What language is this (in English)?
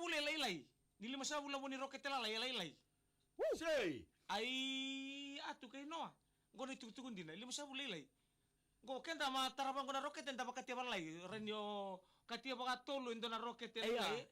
Fijian